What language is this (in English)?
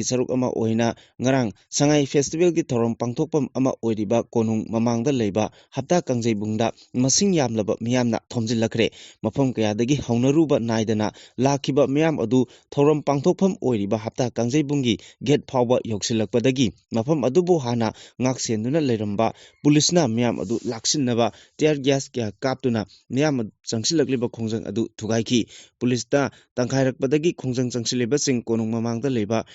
Manipuri